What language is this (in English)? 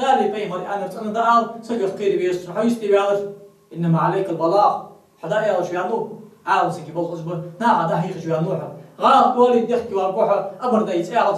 Ingush